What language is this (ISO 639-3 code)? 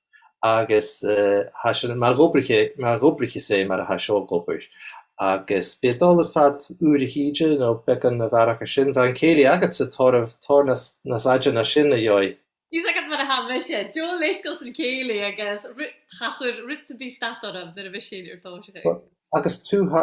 gla